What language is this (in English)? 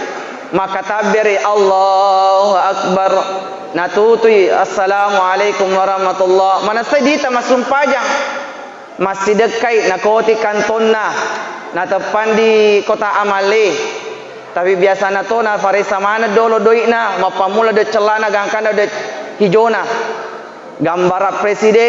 Buginese